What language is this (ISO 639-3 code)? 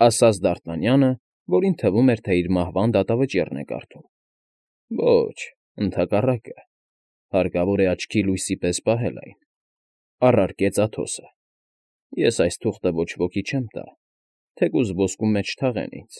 hye